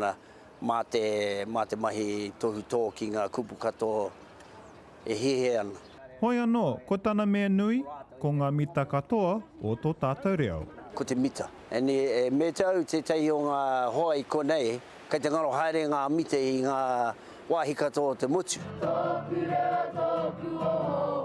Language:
Māori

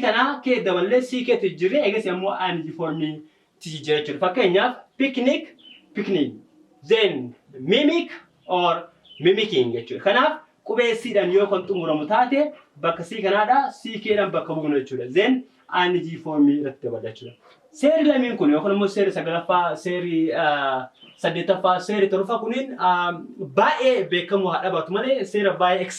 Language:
Oromo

